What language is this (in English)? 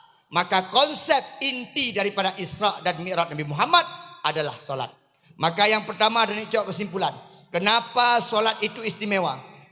Achinese